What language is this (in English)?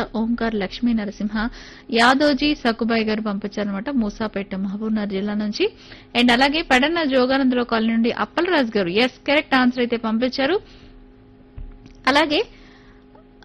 Telugu